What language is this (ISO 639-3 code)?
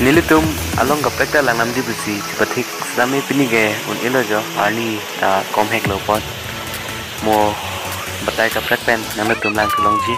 mjw